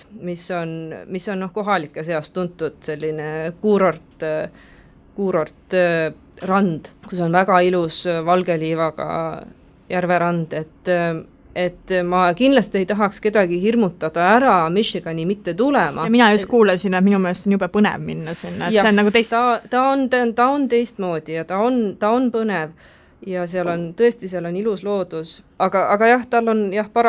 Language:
Estonian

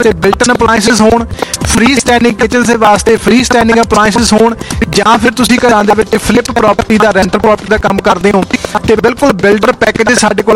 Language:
Punjabi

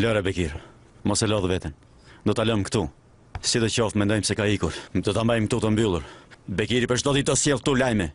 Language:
Albanian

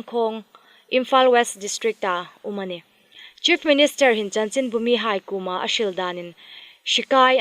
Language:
Hmar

